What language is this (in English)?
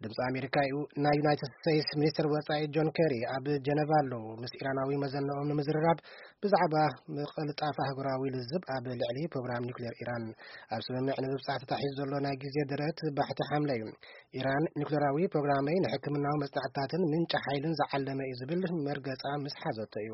Tigrinya